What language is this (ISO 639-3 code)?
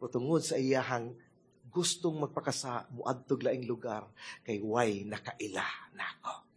ceb